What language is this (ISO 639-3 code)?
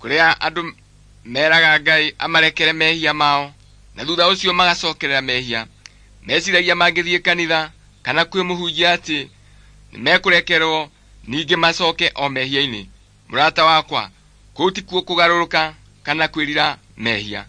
kik